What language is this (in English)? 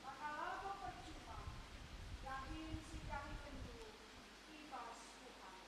Batak Karo